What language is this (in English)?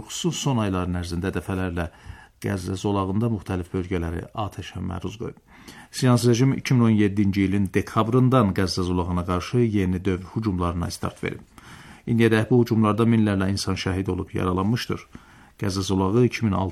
Azerbaijani